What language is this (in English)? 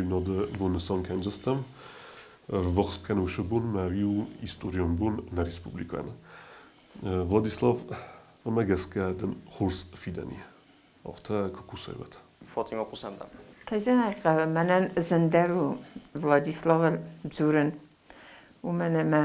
Ossetic